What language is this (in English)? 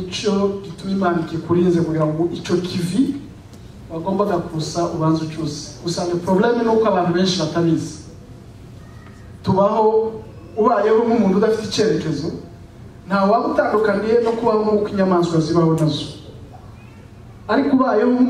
Kinyarwanda